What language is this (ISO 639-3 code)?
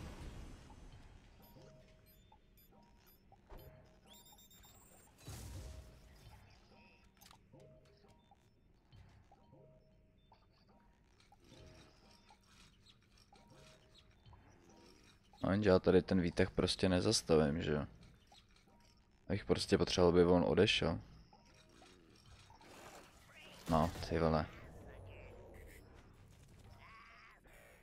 ces